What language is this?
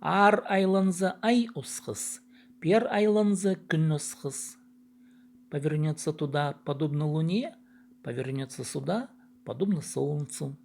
Khakas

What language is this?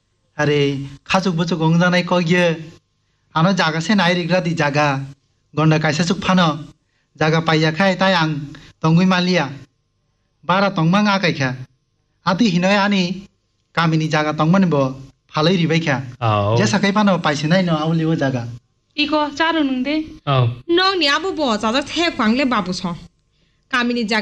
Kok Borok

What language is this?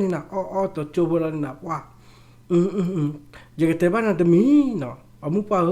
S'gaw Karen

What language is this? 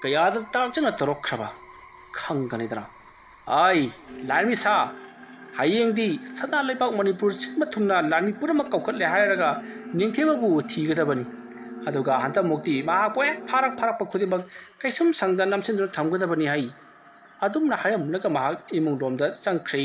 Manipuri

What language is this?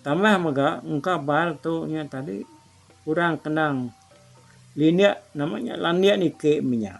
Iban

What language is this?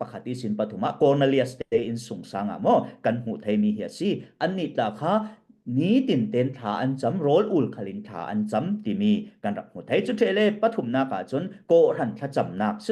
Falam Chin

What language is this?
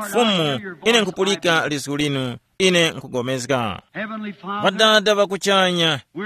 Tumbuka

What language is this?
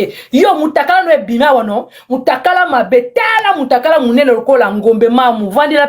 Lingala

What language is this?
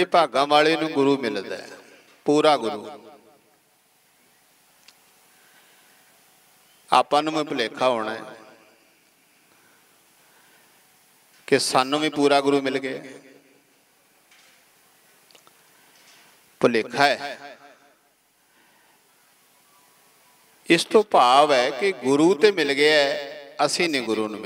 Punjabi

